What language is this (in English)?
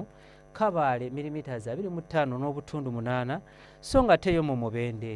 Ganda